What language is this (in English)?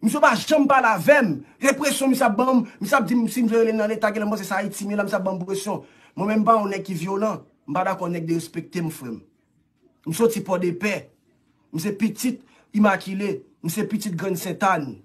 Haitian Creole